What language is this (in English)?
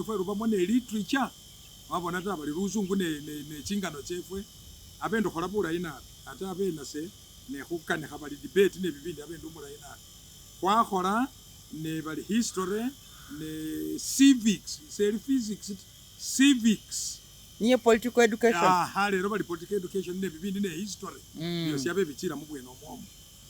Masaaba